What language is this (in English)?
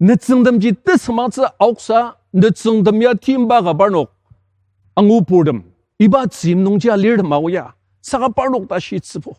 Ao Naga